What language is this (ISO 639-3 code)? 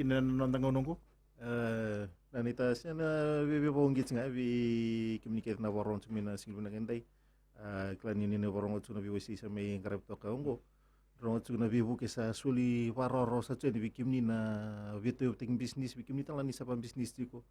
fij